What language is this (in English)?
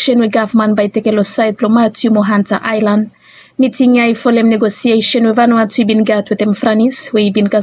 Bislama